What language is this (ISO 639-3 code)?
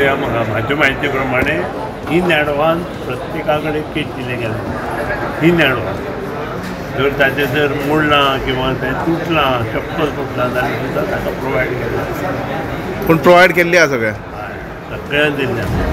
kok